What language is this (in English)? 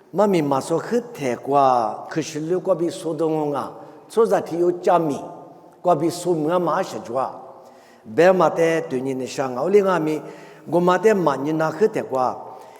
Lisu